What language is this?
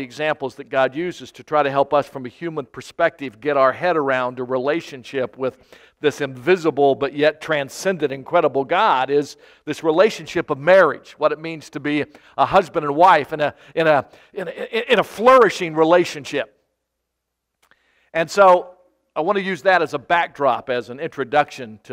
English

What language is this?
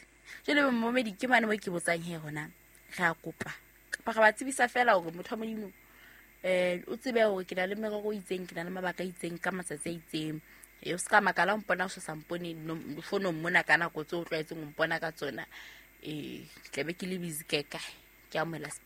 Southern Sotho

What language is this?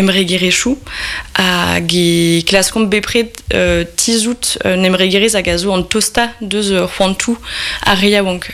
Breton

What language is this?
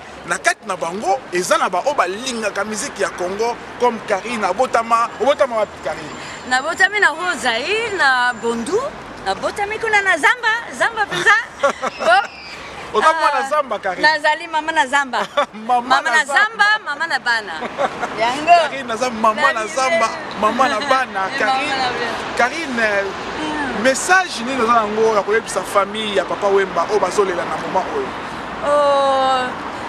Lingala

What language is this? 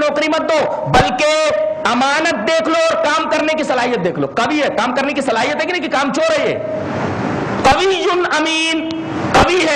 Urdu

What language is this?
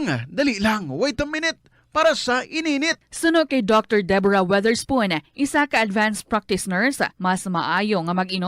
Hiligaynon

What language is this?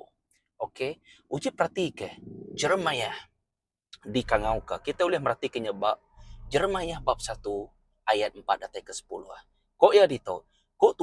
Iban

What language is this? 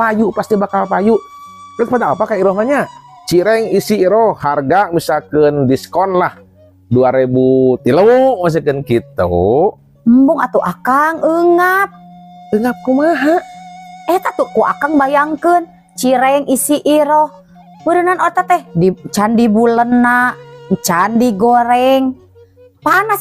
Sundanese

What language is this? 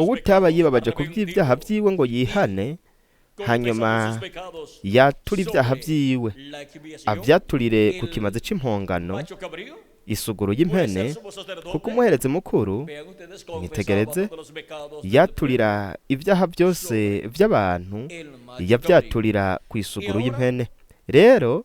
Rundi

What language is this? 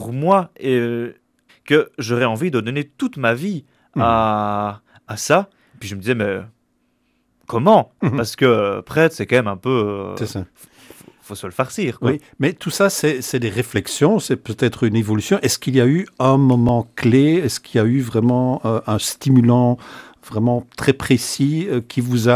French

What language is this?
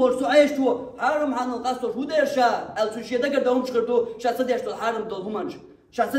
Chechen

